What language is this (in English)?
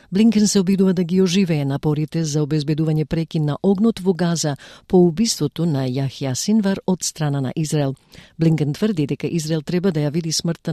Macedonian